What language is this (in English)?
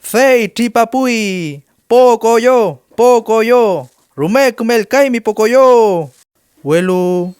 Mapuche